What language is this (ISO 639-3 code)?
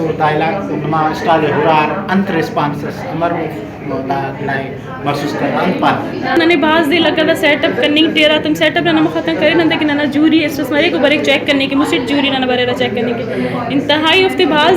brh